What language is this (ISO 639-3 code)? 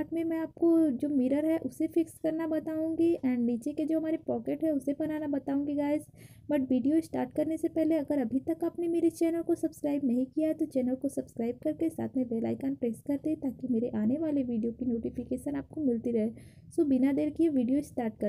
hin